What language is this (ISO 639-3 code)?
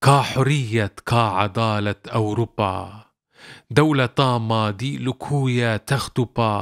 kur